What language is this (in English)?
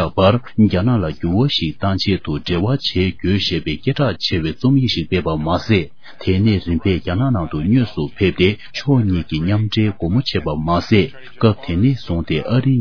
Tibetan